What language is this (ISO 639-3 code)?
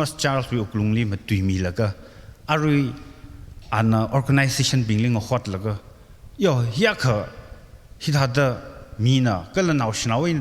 nmf